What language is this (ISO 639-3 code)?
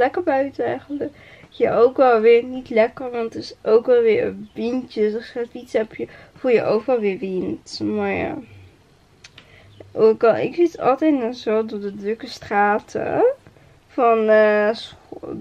nld